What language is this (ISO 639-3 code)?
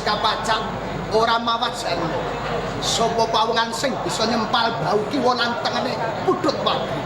jav